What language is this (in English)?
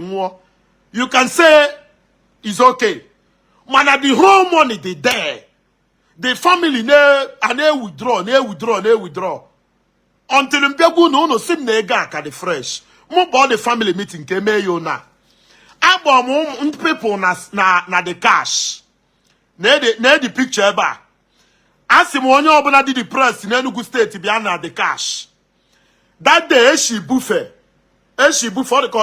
Igbo